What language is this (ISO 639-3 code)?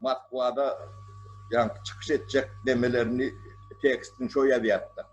tuk